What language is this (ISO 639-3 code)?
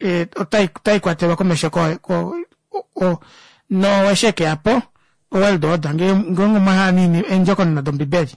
kua